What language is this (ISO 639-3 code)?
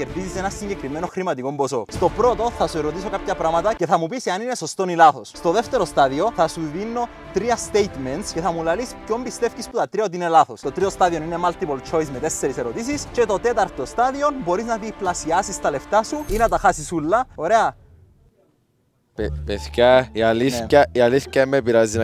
ell